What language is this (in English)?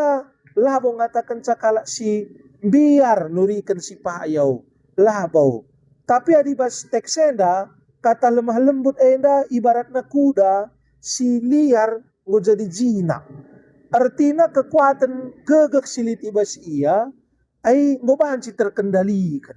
Batak Karo